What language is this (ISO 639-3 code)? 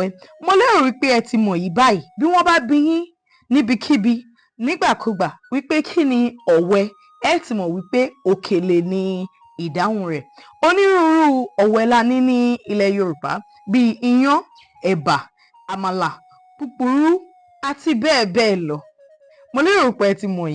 yor